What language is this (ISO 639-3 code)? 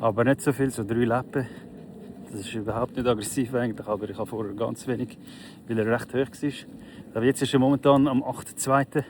gsw